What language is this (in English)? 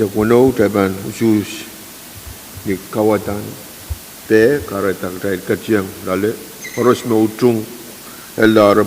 Pohnpeian